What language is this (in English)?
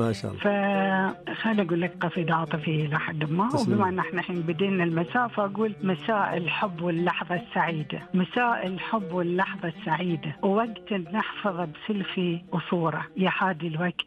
Najdi Arabic